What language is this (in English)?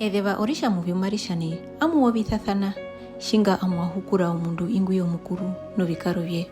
Herero